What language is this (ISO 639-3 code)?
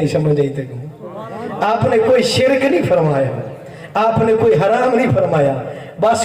skr